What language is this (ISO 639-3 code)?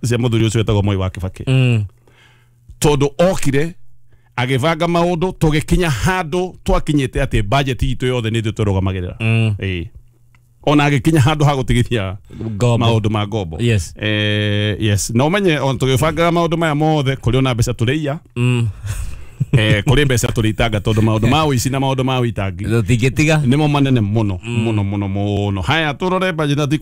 kik